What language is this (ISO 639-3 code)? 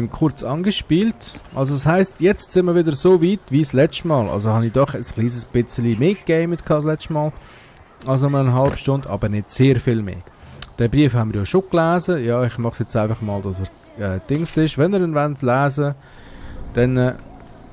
gsw